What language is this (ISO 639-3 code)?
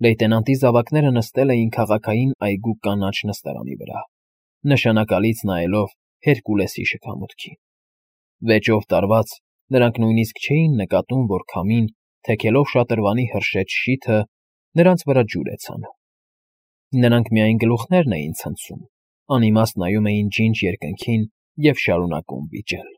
hye